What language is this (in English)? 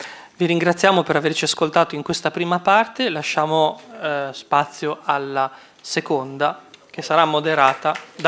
Italian